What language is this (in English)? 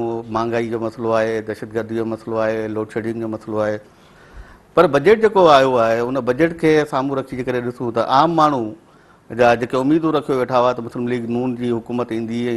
Sindhi